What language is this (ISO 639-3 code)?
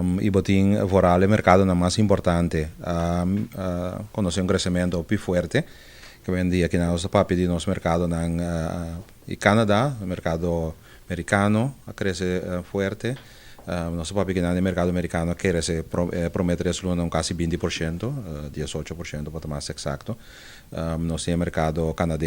pap